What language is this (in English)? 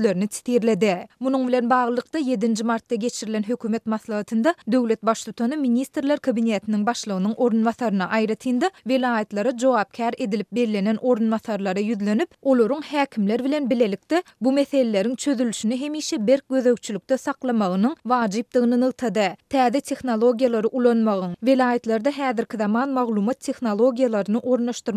Turkmen